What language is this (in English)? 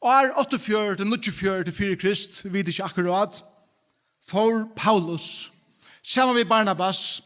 Faroese